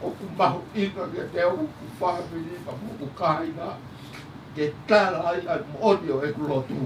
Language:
Tongan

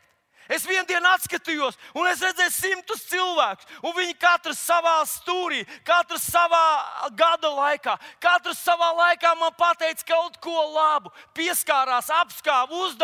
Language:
Latvian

